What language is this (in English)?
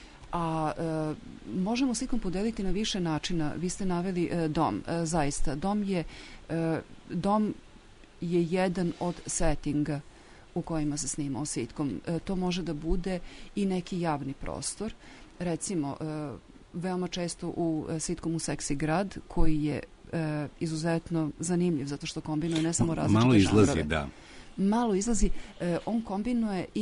Serbian